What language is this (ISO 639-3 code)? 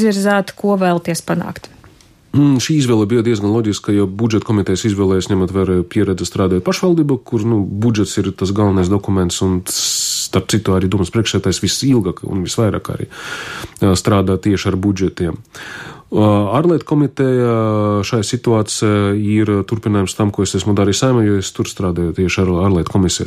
lav